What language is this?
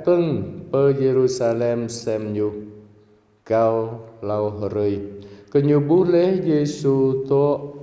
Jarai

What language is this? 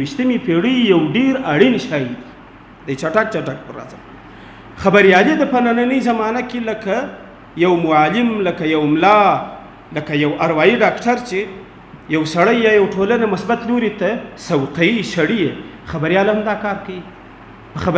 Pashto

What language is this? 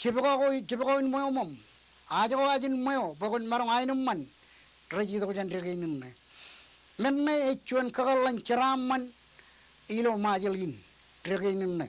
Marshallese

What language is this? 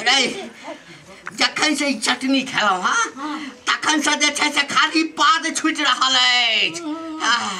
Maithili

